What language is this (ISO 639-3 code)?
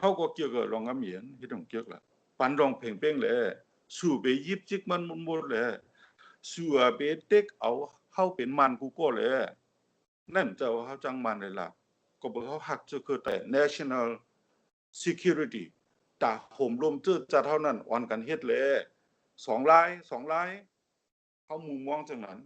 shn